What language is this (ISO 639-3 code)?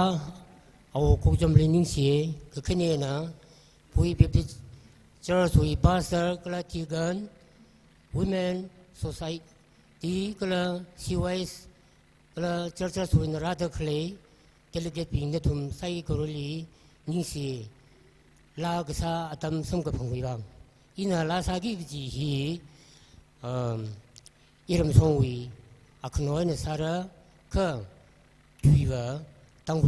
nmf